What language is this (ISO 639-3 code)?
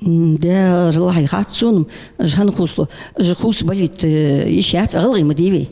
inh